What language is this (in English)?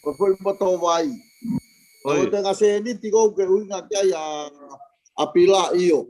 Tongan